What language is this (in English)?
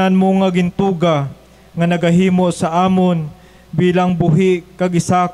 Hiligaynon